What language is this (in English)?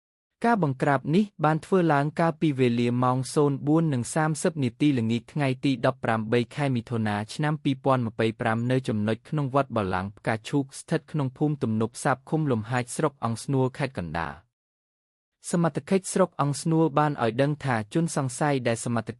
Khmer